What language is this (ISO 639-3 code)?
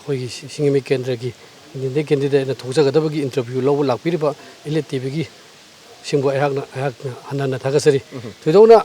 mni